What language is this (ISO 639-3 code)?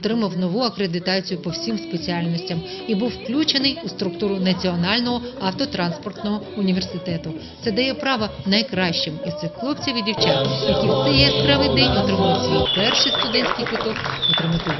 ukr